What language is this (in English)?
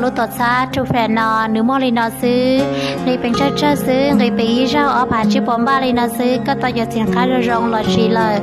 Hmong